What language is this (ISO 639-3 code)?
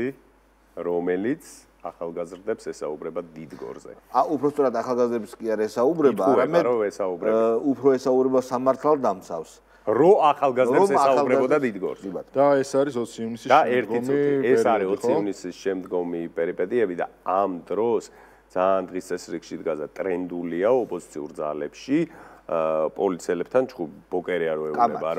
kat